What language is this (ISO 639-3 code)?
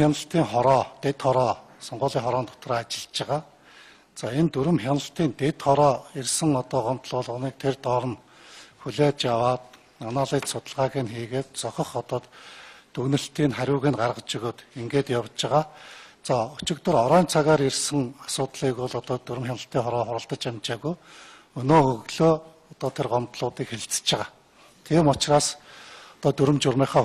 mon